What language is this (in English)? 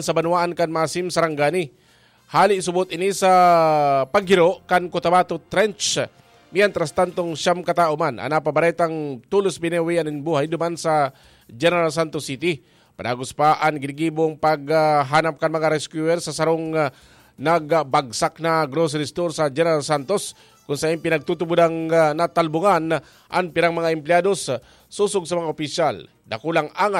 Bikol